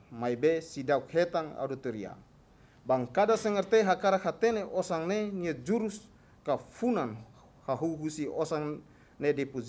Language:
Tetum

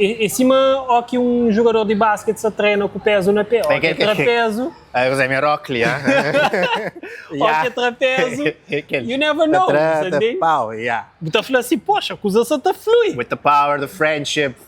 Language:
Kabuverdianu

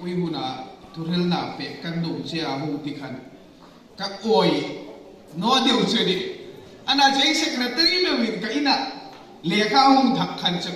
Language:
Hmar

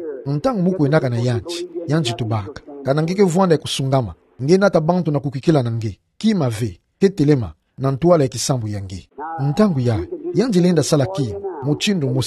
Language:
Kituba (Democratic Republic of Congo)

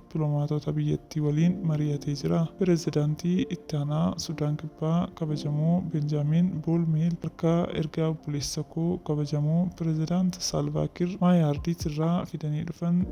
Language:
Oromo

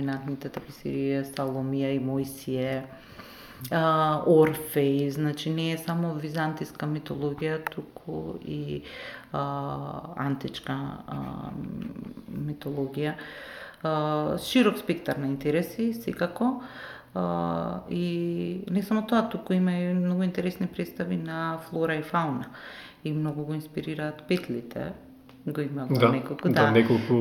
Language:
Macedonian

